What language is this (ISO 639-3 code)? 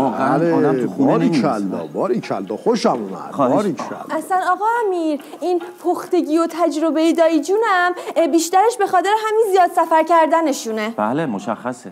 fas